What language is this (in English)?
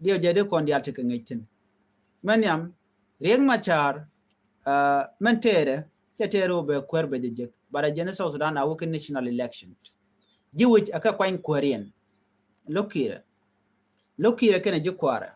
Nuer